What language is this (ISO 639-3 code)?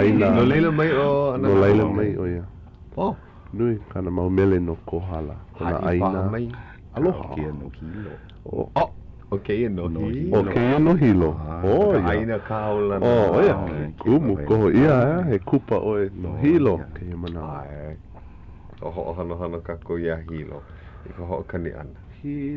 haw